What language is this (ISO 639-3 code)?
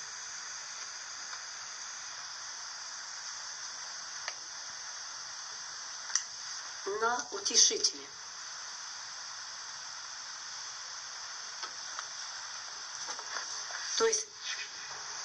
rus